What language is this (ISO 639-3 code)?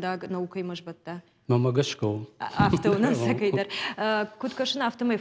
oss